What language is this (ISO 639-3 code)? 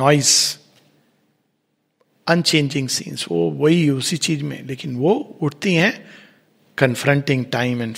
hin